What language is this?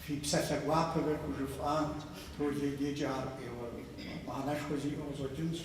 Kabardian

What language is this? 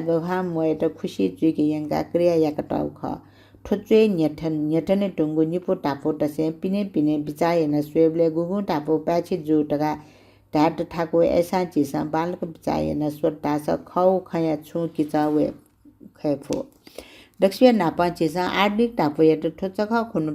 Newari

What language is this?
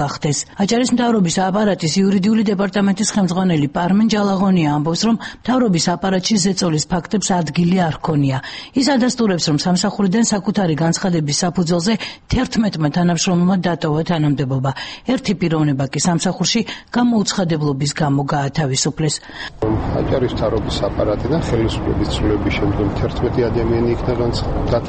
Georgian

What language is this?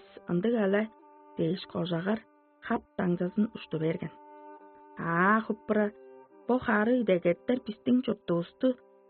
Tuvinian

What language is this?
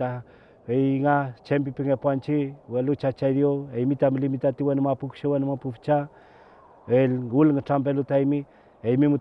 Mapuche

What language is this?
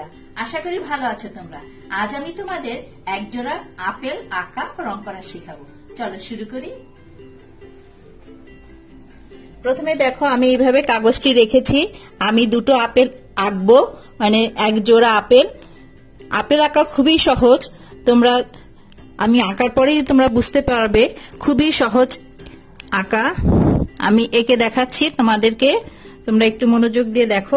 Bangla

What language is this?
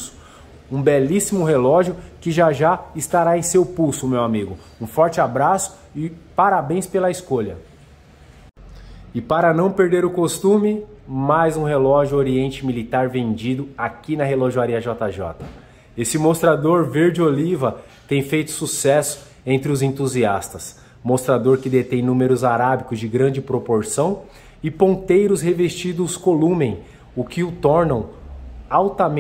Portuguese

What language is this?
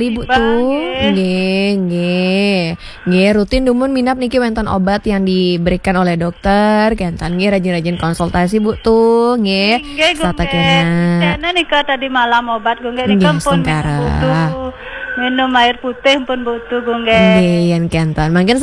Balinese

